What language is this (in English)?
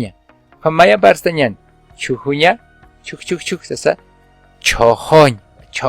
Aymara